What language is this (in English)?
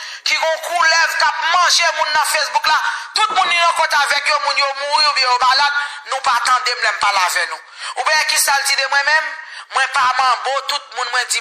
Haitian Creole